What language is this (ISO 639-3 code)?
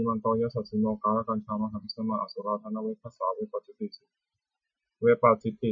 pli